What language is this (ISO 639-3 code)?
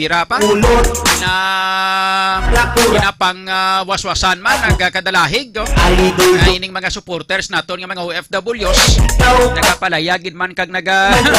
hil